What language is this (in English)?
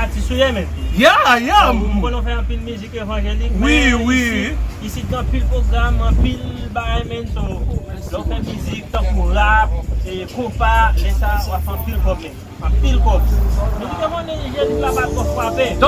Haitian Creole